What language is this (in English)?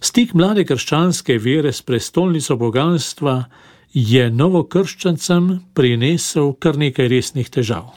Slovenian